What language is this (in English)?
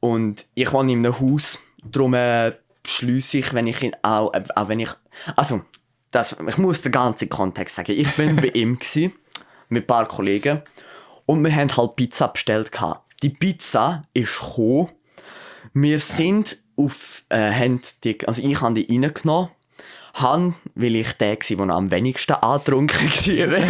Swiss German